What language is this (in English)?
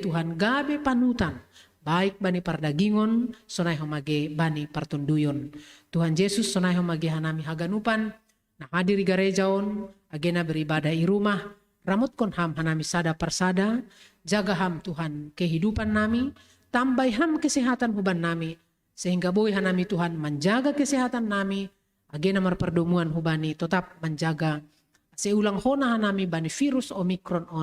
Batak Simalungun